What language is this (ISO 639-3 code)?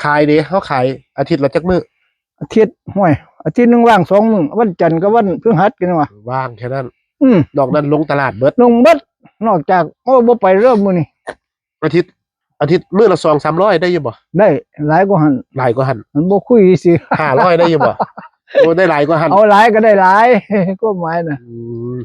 tts